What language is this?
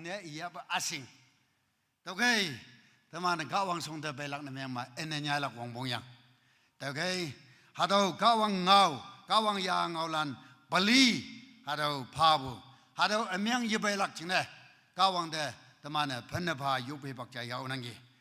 Naga Pidgin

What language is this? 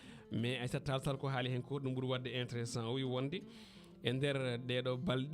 Fula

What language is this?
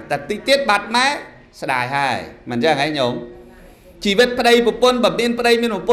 Khmer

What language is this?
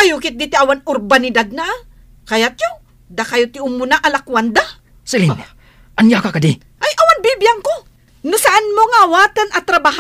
Iloko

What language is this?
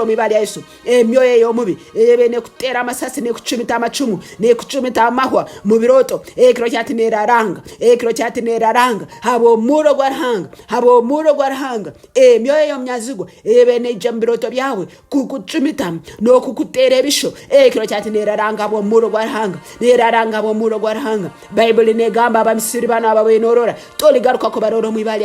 Tooro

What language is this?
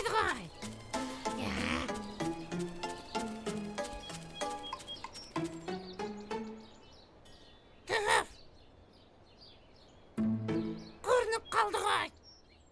Kazakh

